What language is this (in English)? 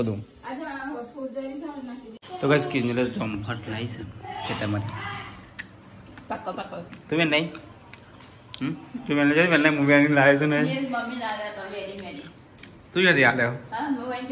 Gujarati